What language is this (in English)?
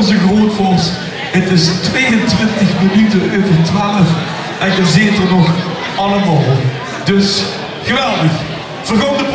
Limburgish